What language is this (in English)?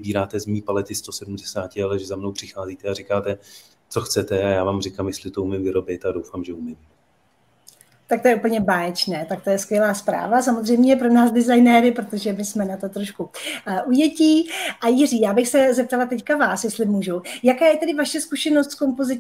Czech